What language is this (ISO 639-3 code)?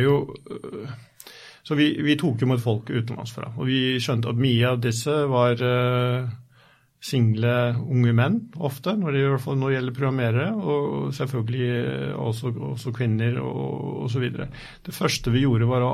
nor